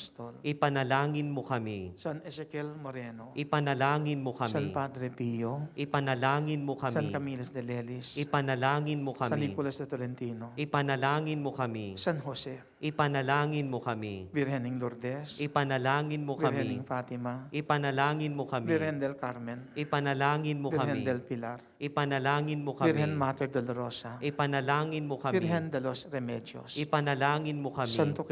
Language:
Pampanga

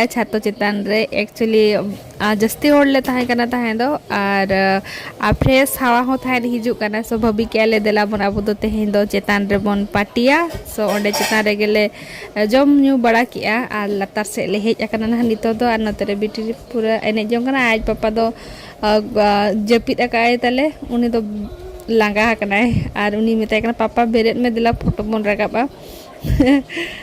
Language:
Santali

